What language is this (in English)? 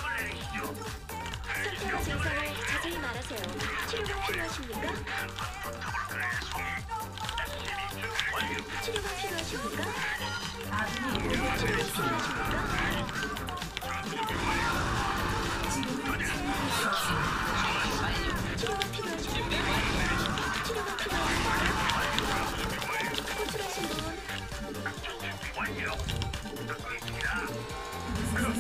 Korean